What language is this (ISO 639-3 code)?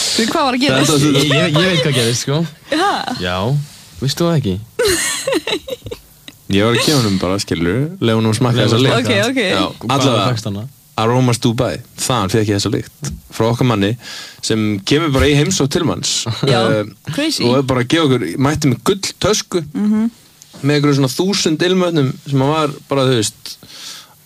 isl